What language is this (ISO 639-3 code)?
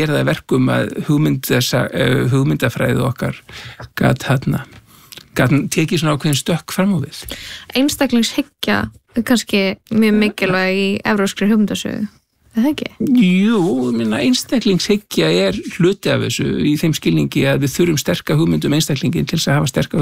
isl